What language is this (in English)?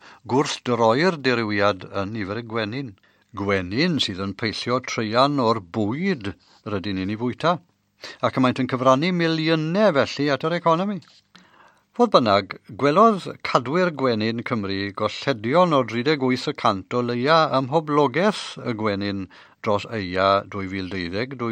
Welsh